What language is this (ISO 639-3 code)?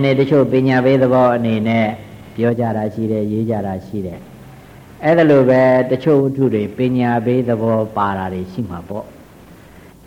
mya